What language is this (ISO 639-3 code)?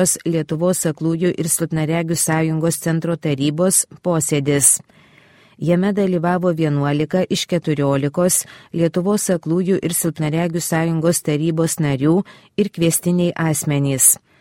lit